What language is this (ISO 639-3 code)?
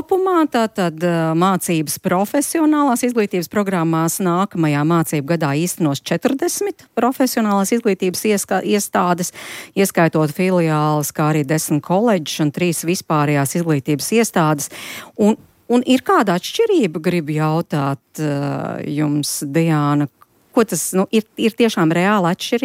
lav